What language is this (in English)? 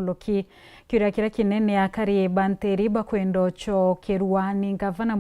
Meru